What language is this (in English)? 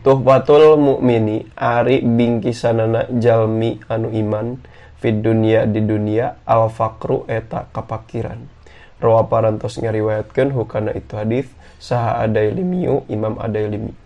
Sundanese